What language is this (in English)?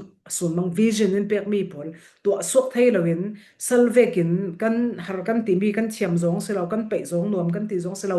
Falam Chin